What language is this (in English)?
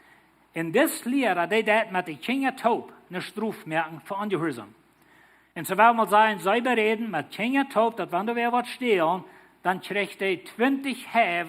Plautdietsch